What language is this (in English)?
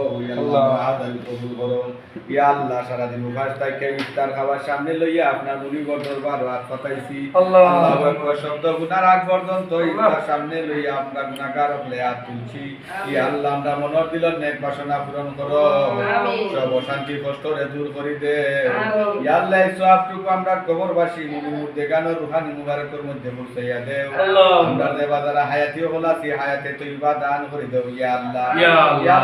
Sylheti